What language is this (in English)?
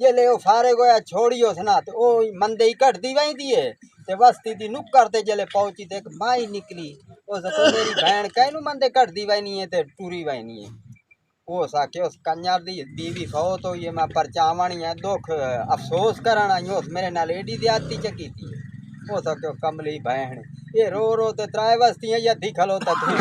Saraiki